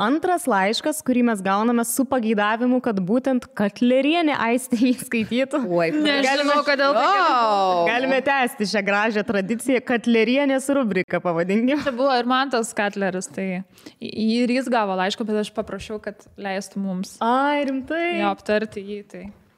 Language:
Lithuanian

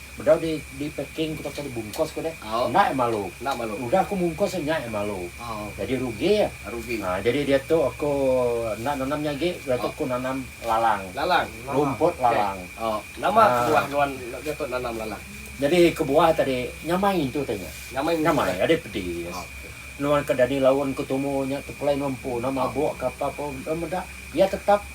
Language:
Iban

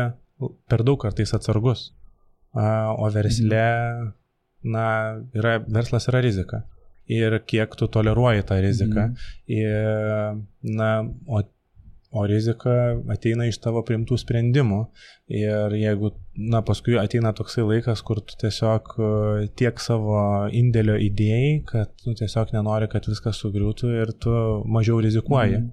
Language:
Lithuanian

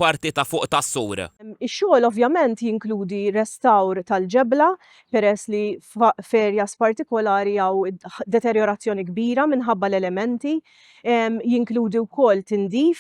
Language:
Maltese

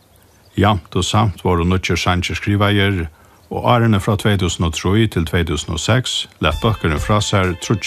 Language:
Faroese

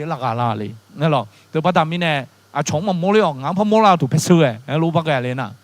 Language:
Akha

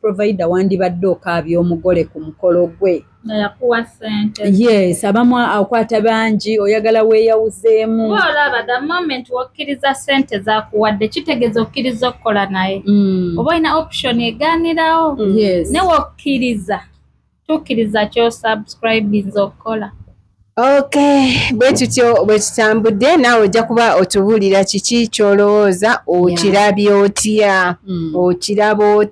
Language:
Ganda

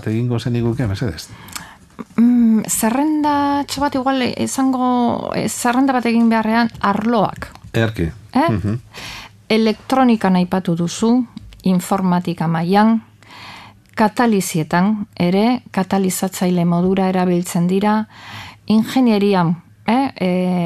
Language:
Basque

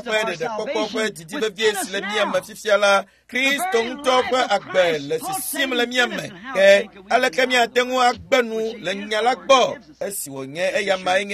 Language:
Ewe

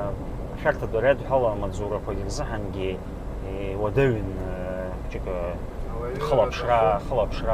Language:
Abkhazian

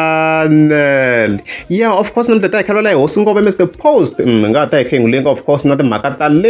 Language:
Tsonga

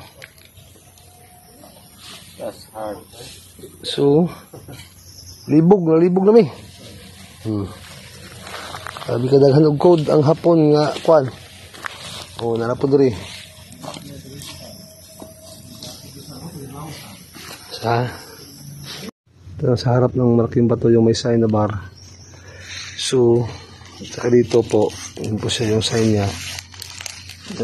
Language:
Filipino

